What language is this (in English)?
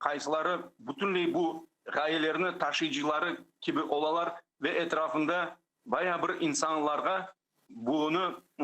Crimean Tatar